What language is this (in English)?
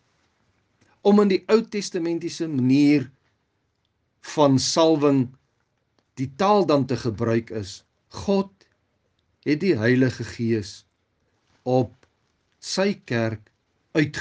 Afrikaans